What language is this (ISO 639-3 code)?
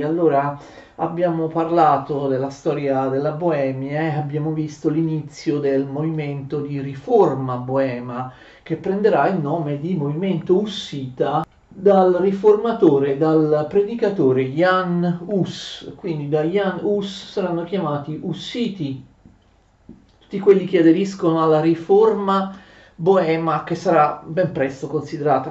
ita